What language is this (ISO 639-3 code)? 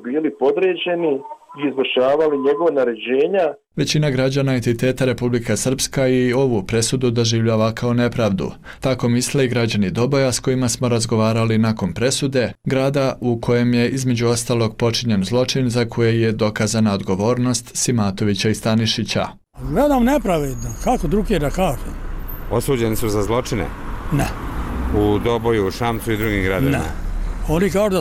srp